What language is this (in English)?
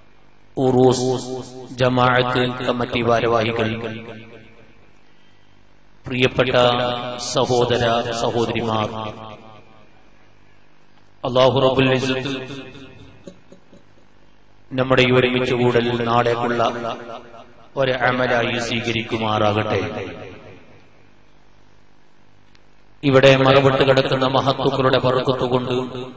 Malayalam